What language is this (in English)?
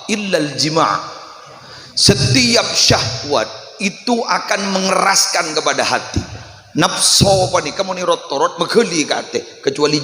Madurese